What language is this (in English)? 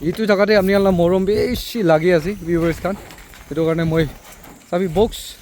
Naga Pidgin